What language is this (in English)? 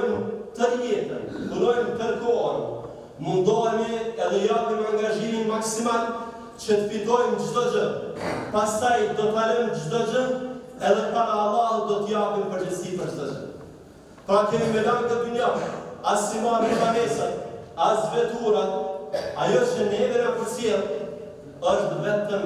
Albanian